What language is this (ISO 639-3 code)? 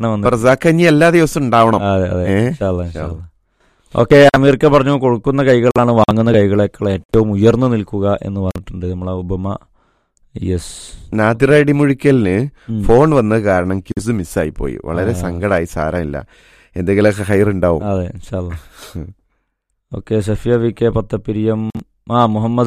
mal